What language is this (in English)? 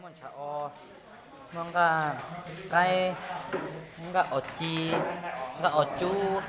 Hmong